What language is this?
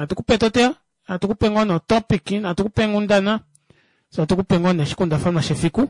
Kuanyama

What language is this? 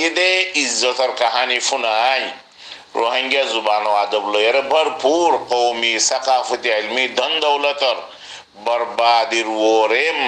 Rohingya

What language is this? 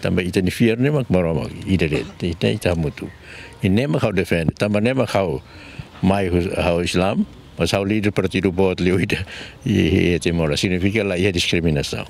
Tetum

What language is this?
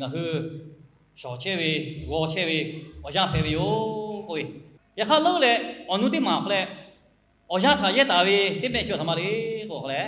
Lahu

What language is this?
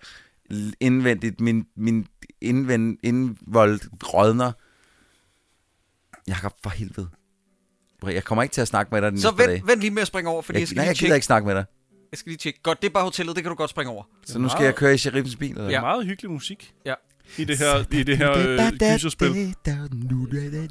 Danish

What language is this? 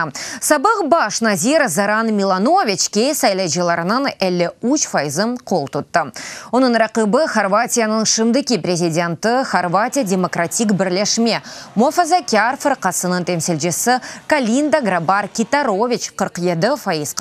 Crimean Tatar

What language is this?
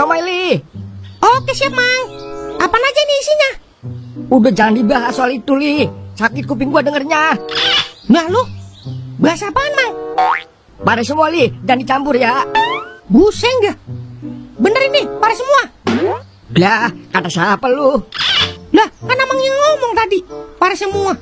Betawi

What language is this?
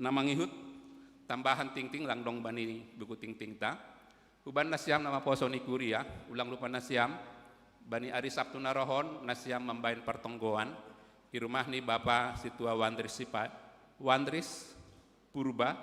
Batak Simalungun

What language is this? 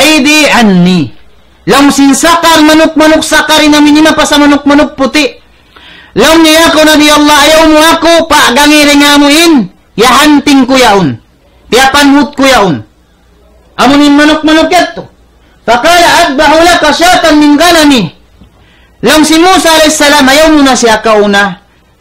Tausug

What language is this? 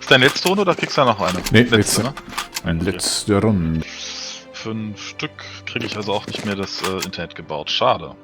Swiss German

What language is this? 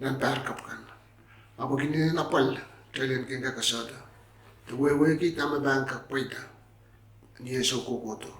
Pohnpeian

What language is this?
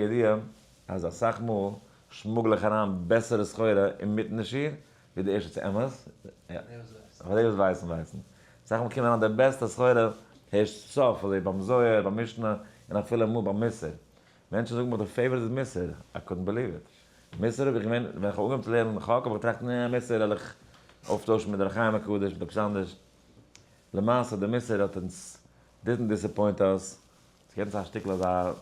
Yiddish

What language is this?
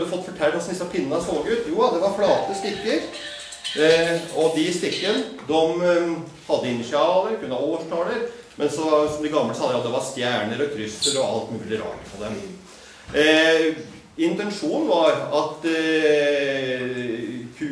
Norwegian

